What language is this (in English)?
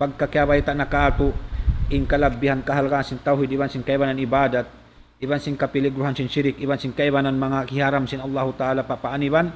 Tausug